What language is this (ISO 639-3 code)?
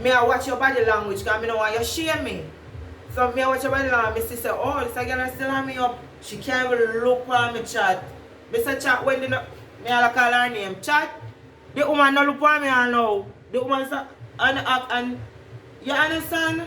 jam